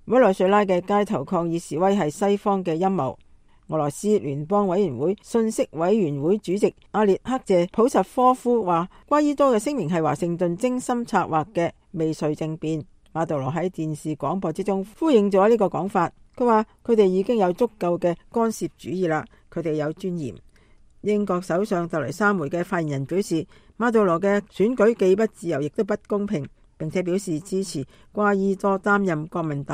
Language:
Cantonese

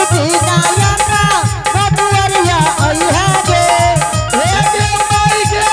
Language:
Angika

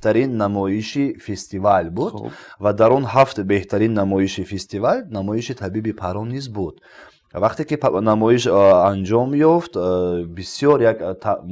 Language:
Tajik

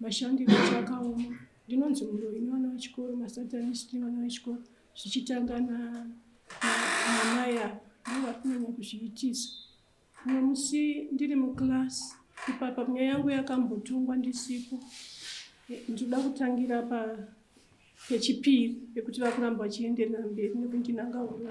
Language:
Shona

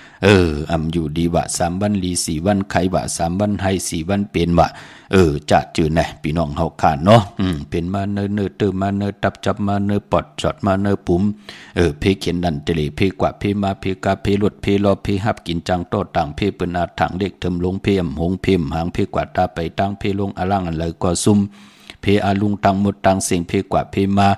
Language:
Shan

